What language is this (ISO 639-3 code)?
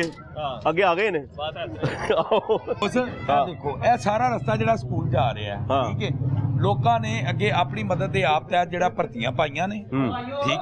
pan